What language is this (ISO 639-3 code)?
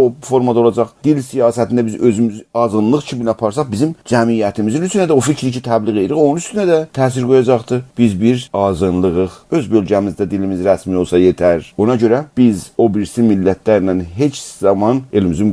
azb